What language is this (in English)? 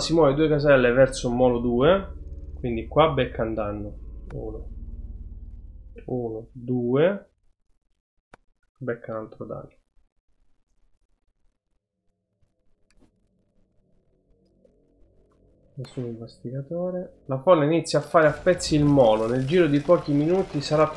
Italian